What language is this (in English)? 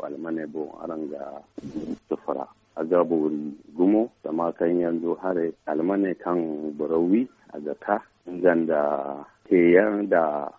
Zarma